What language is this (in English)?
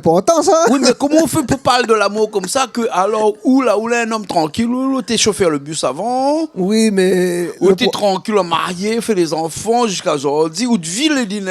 Réunion Creole French